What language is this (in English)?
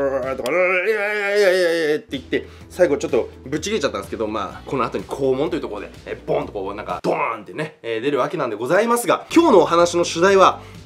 Japanese